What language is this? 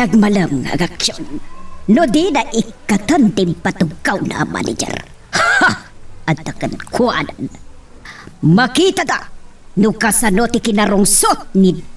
Iloko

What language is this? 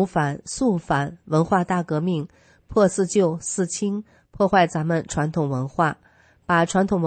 Chinese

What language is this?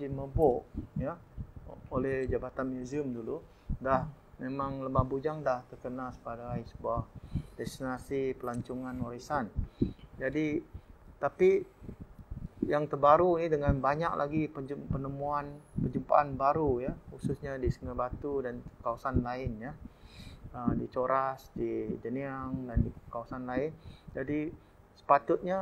Malay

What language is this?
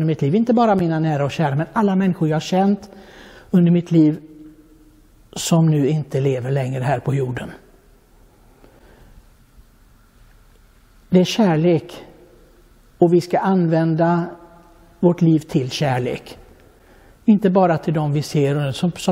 Swedish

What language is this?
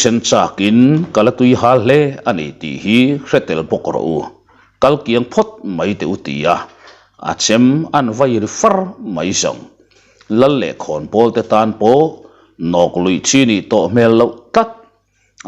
Mizo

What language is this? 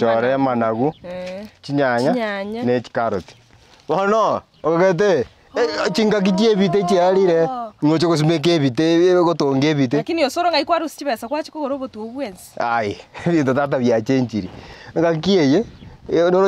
Gusii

